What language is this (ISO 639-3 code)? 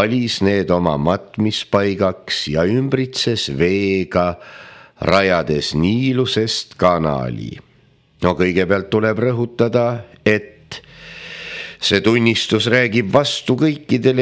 est